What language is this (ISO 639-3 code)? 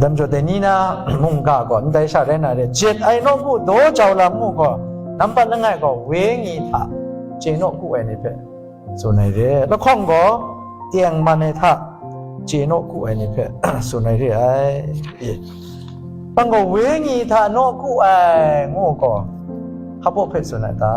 kac